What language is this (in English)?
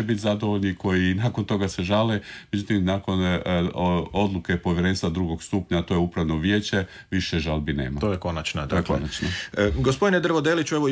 Croatian